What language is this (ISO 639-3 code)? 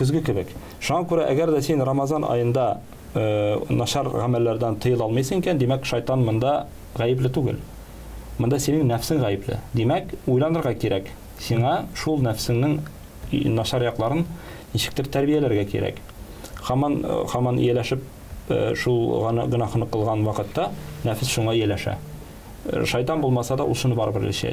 tat